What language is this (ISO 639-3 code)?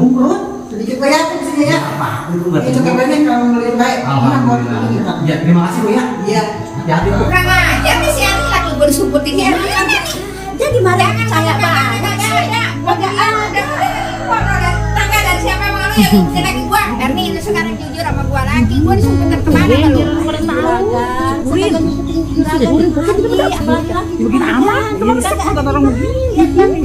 bew